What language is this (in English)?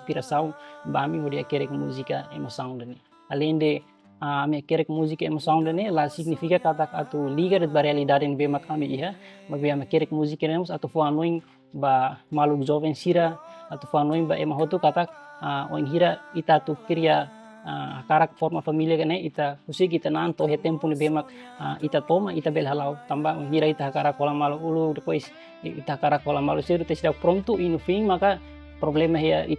Tetum